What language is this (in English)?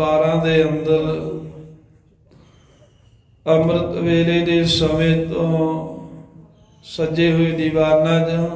Punjabi